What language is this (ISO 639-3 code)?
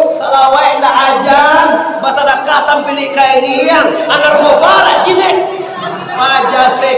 min